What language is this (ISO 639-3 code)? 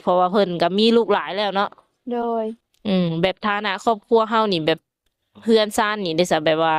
lao